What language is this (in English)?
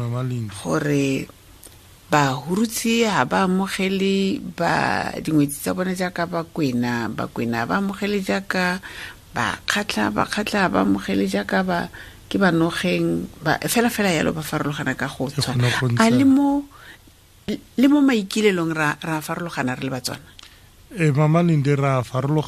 Tswana